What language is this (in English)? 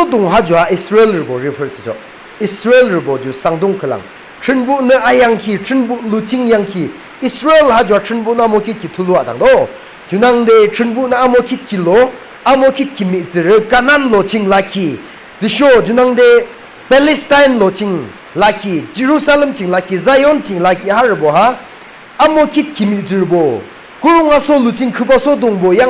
Yimchungru Naga